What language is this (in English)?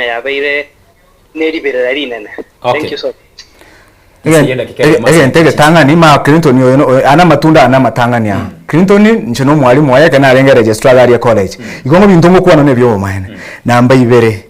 Gusii